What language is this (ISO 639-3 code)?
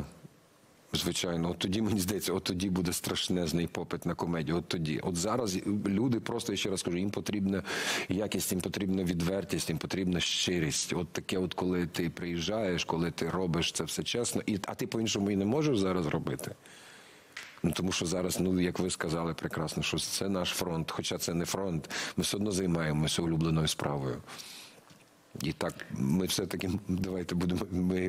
ukr